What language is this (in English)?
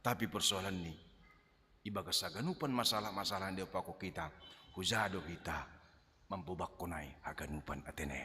Batak Simalungun